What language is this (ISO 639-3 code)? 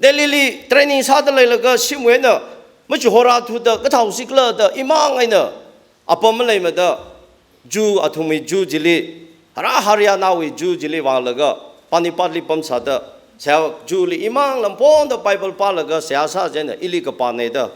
nmf